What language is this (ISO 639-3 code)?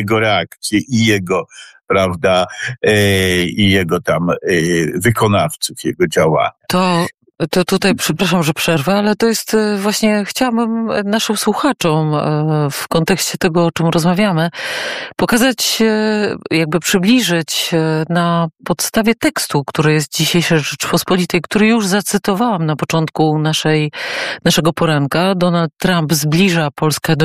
pol